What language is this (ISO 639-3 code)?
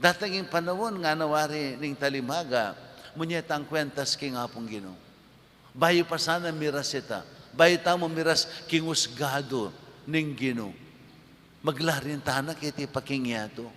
pam